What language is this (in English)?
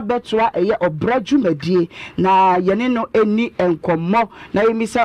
Akan